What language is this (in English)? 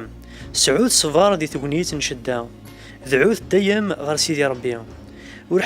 Kabyle